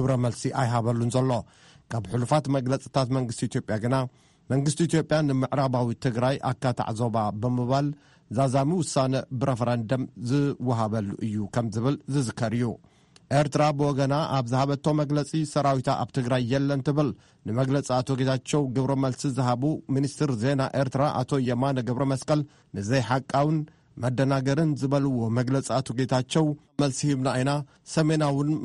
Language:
Tigrinya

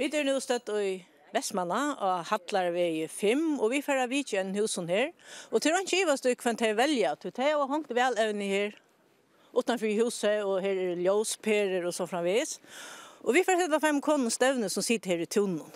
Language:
Faroese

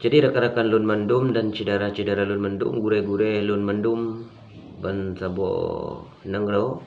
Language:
Achinese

